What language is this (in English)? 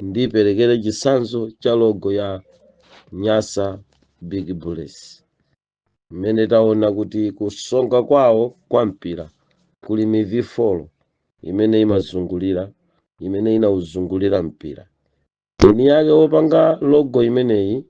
Nyanja